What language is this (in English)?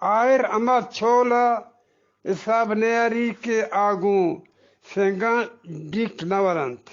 Eastern Balochi